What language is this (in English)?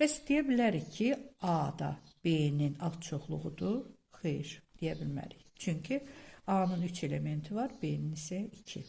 Azerbaijani